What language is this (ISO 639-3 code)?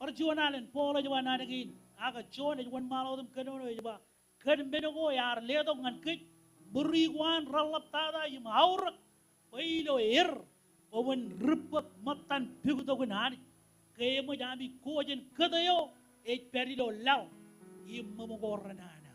mah